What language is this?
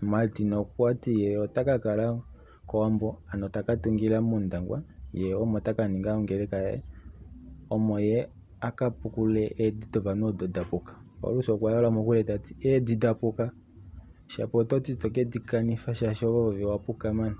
Kuanyama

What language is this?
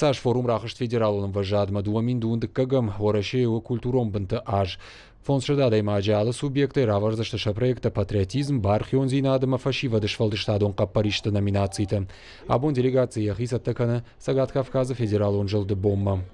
Ossetic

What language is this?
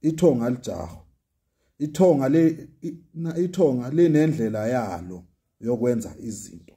Zulu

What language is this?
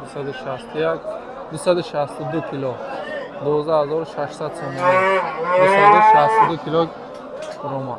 Tajik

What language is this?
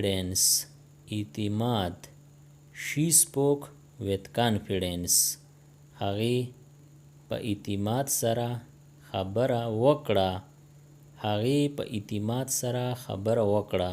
Pashto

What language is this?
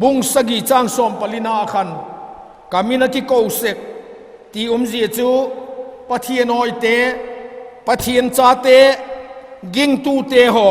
Vaiphei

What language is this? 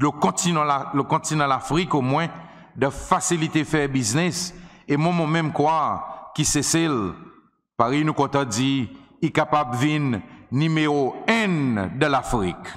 Seselwa Creole French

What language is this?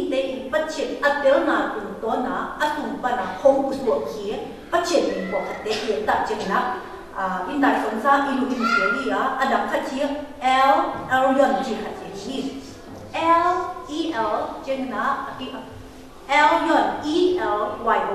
Tedim Chin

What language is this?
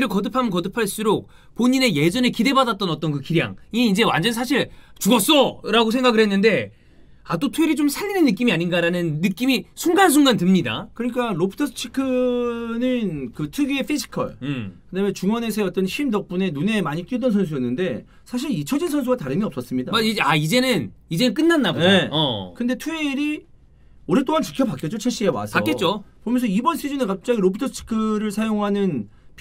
Korean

